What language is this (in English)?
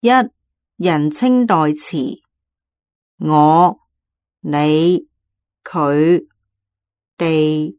Cantonese